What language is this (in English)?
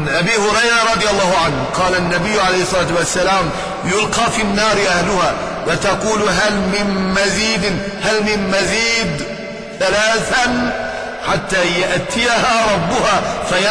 Turkish